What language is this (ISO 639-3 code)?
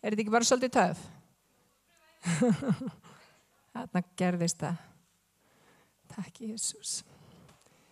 isl